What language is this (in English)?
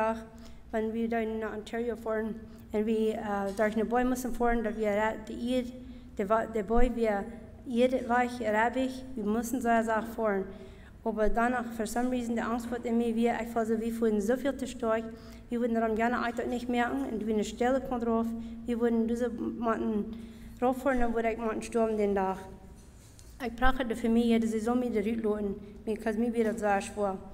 Plautdietsch